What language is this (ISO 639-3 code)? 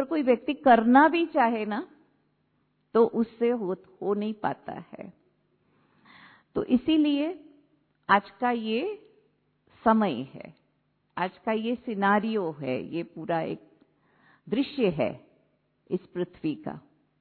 hin